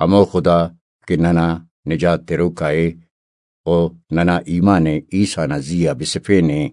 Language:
Brahui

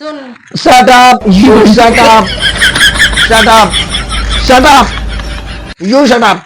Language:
Chhattisgarhi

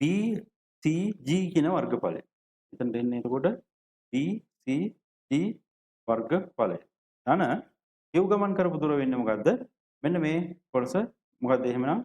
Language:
Sinhala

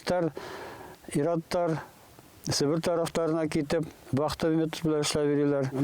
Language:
Bashkir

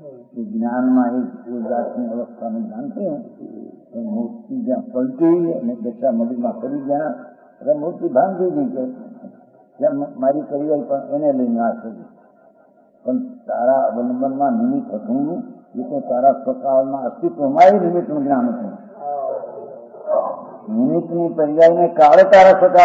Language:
Gujarati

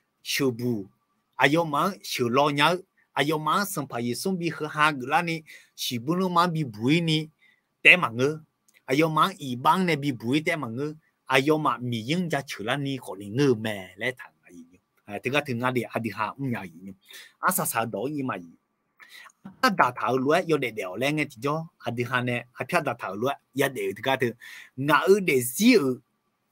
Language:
Akha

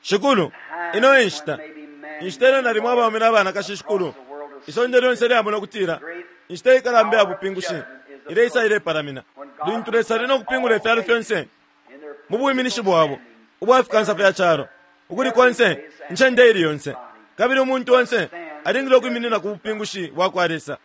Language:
Bemba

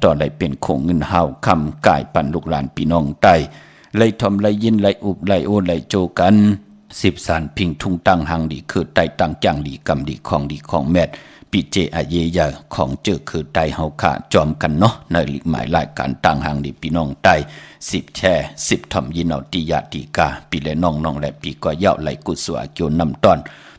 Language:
Shan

